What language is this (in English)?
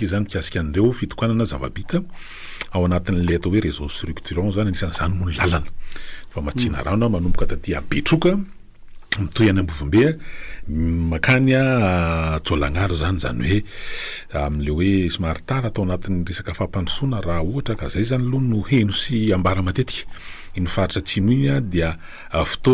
Malagasy